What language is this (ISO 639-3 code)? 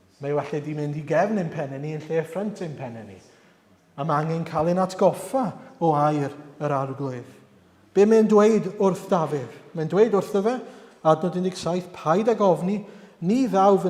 cym